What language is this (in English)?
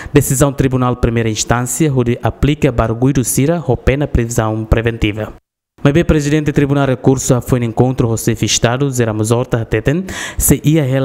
Tetum